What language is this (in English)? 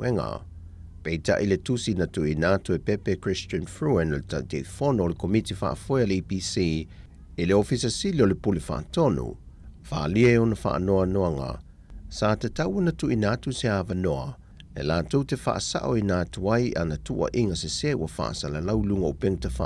Samoan